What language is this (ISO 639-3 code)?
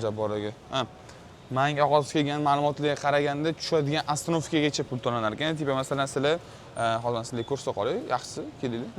uzb